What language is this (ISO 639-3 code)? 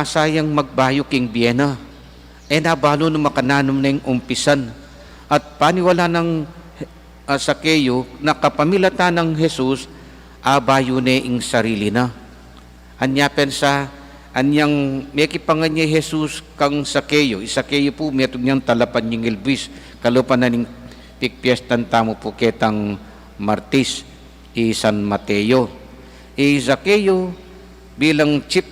pam